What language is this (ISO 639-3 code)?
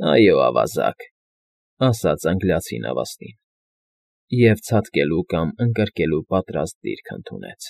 hye